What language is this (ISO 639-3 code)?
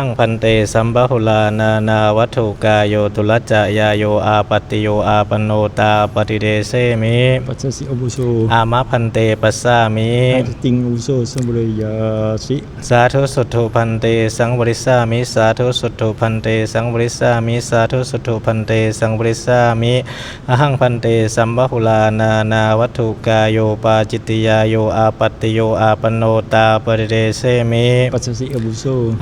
pli